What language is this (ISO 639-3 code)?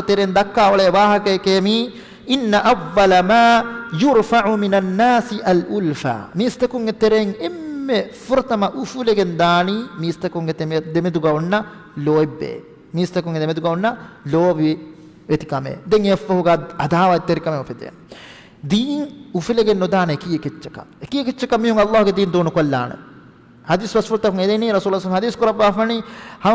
div